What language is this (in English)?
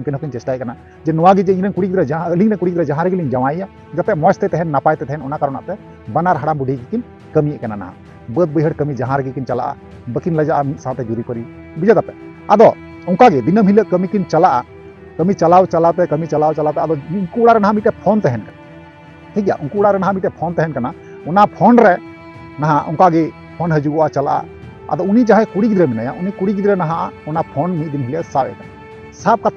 Santali